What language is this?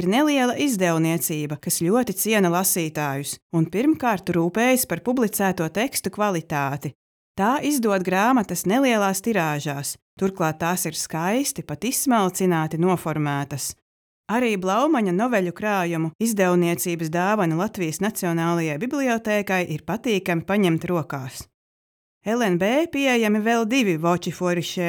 Latvian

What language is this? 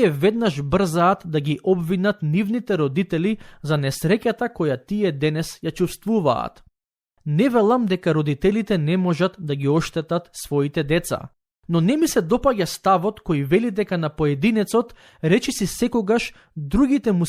Macedonian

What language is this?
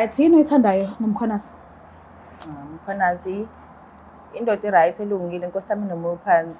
Zulu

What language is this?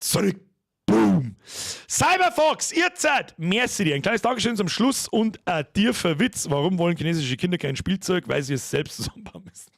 Bavarian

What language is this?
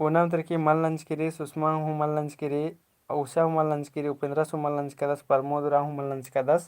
Kurukh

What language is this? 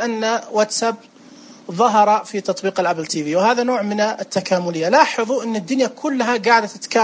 Najdi Arabic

